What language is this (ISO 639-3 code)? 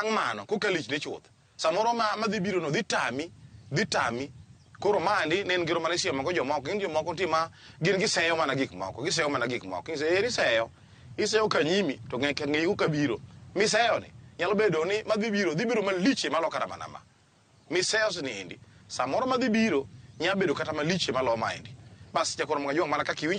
luo